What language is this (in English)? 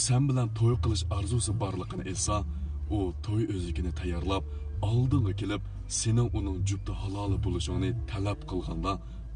Uyghur